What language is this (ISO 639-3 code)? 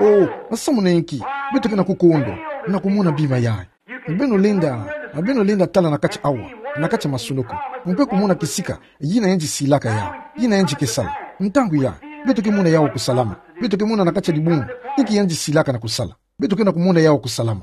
ktu